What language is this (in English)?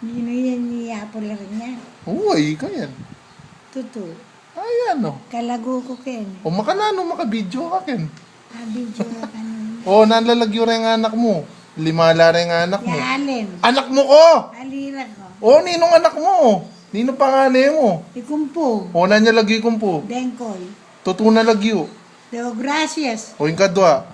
Pampanga